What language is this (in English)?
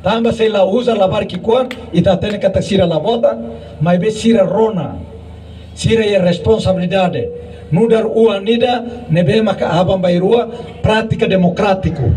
Tetum